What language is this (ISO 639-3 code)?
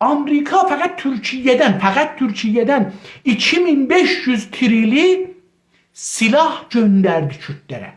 azb